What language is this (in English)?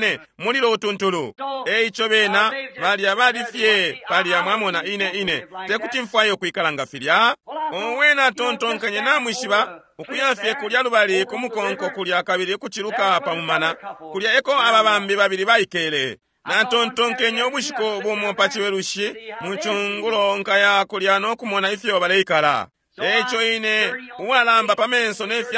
Bemba